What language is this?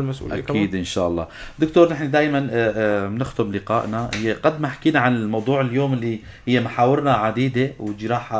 North Levantine Arabic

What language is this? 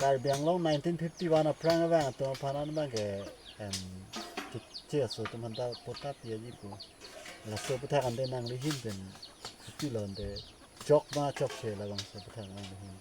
Karbi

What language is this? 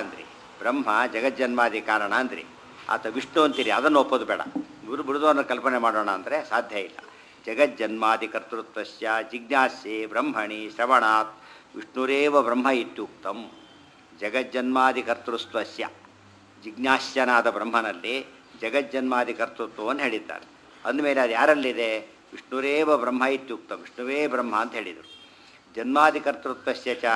Kannada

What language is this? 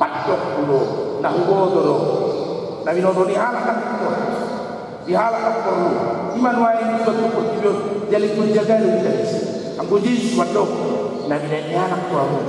Batak Toba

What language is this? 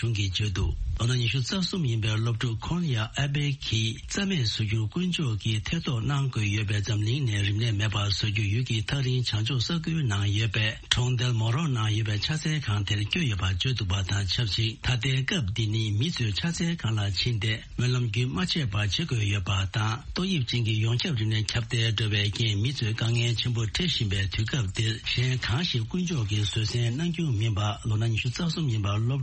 Tibetan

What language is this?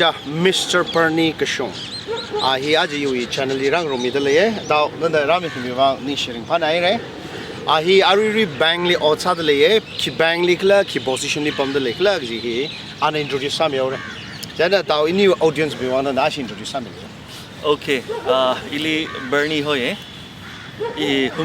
Tangkhul Naga (India)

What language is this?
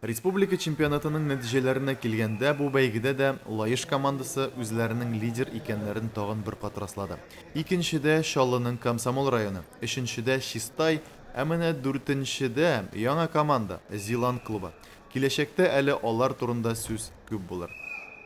Tatar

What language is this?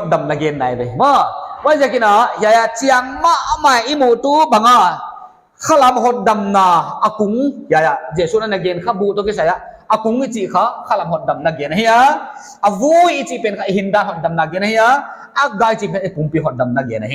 Paite Chin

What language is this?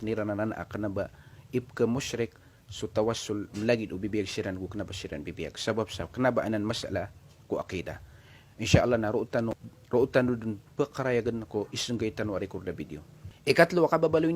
Maranao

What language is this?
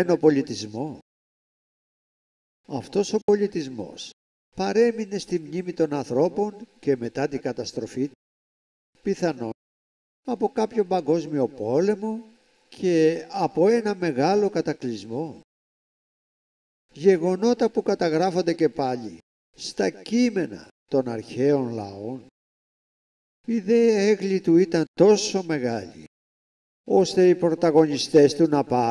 Greek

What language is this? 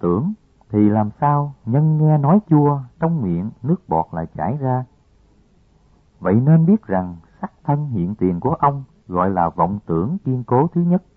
Vietnamese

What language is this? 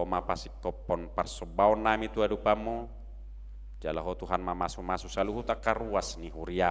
Batak Toba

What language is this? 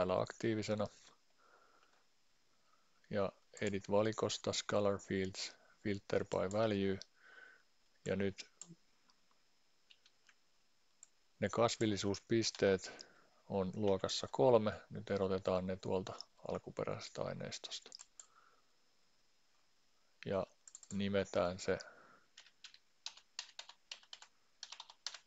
Finnish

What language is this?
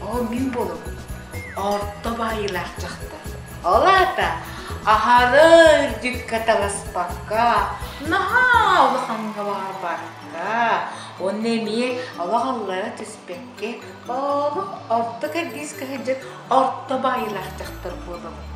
Yakut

